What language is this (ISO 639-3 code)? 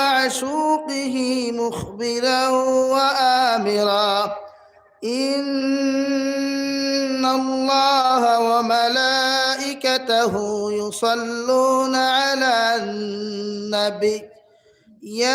syl